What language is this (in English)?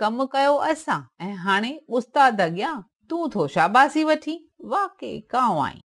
Sindhi